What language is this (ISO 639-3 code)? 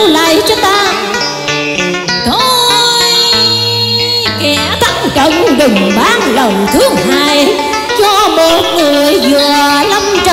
vie